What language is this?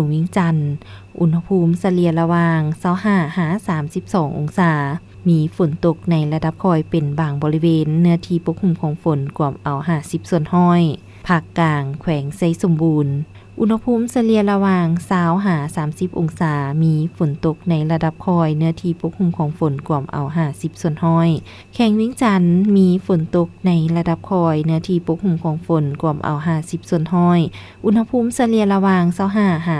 Lao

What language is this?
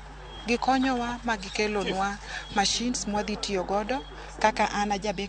Luo (Kenya and Tanzania)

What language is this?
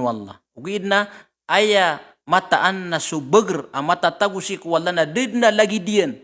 Maranao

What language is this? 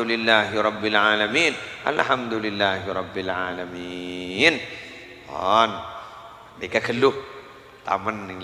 Madurese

